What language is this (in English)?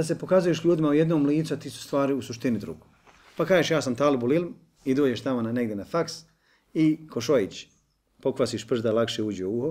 Bosnian